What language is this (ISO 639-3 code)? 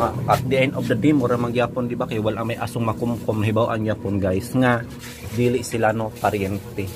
ceb